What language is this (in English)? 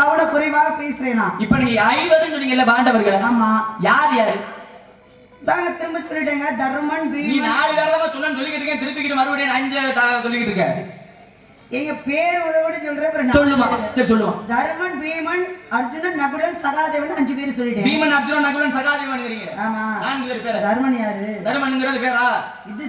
Tamil